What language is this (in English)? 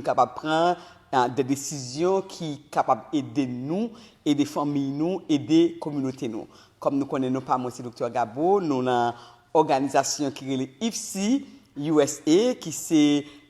Haitian Creole